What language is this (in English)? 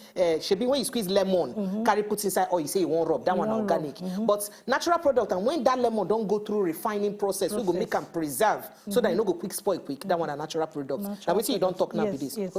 Nigerian Pidgin